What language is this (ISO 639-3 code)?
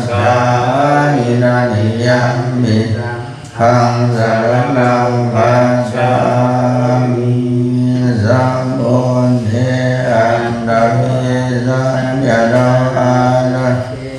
pli